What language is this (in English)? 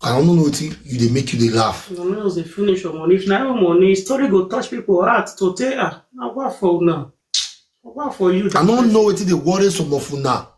Nigerian Pidgin